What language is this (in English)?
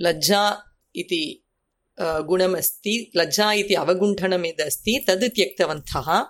Sanskrit